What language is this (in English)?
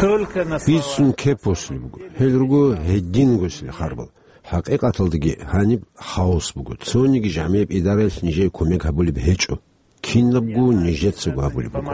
Avaric